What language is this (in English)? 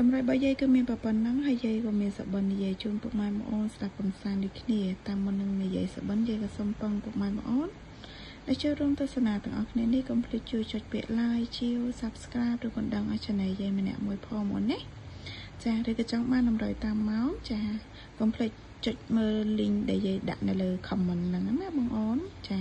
Khmer